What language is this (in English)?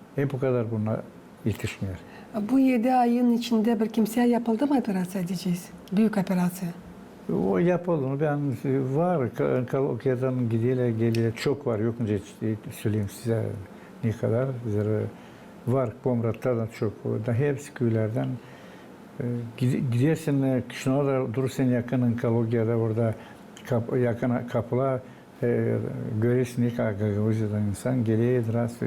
Gagauz